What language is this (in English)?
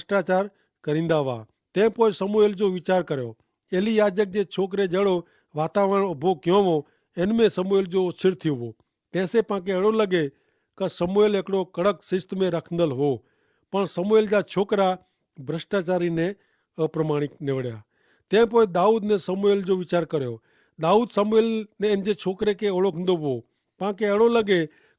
Kachhi